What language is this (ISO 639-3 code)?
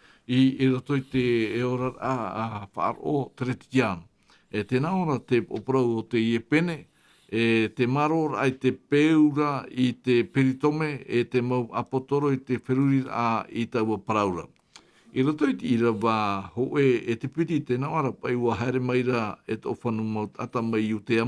tah